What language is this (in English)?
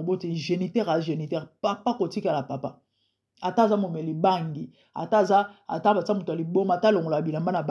Lingala